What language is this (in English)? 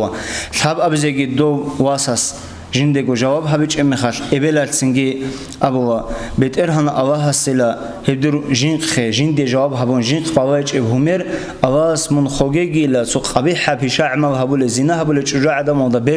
Avaric